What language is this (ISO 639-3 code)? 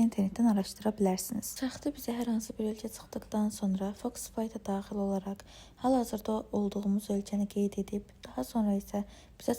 aze